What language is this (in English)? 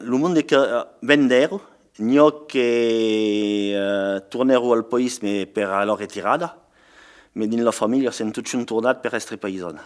Occitan